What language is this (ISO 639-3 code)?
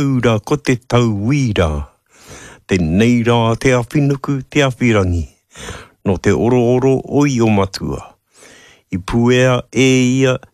mri